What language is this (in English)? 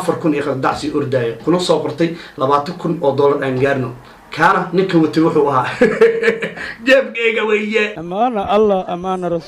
Somali